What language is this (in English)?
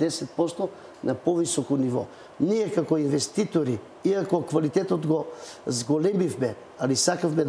Macedonian